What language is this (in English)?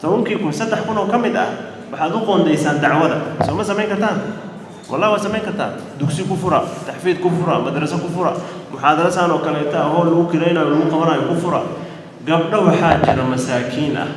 Somali